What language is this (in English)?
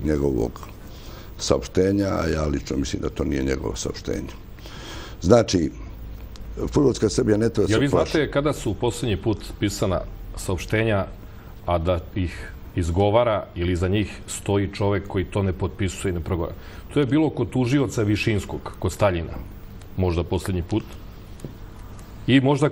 Serbian